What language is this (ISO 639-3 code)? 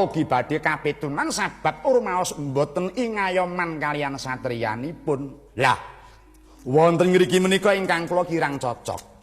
jav